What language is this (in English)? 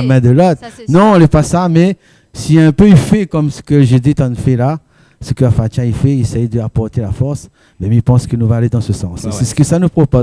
Réunion Creole French